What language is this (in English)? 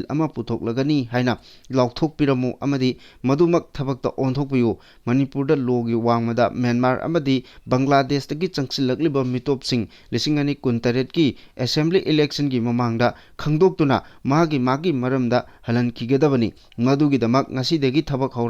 Manipuri